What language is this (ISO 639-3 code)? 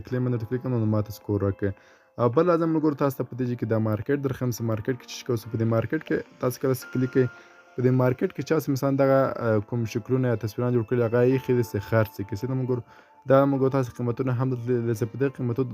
pus